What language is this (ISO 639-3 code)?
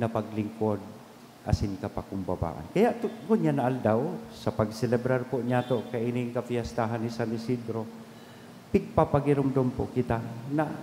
bik